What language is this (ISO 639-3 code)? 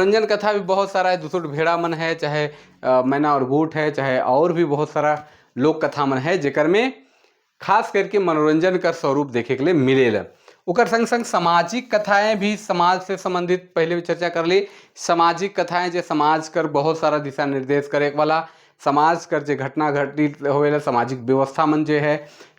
sck